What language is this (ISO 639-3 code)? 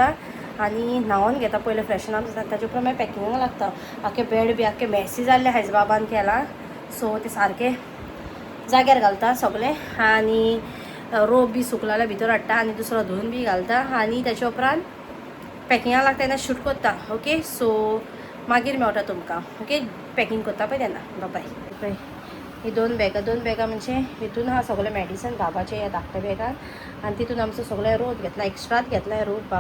kok